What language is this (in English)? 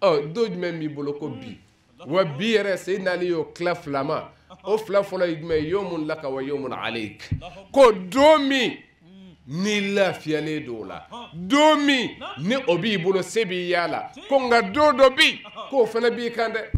Bambara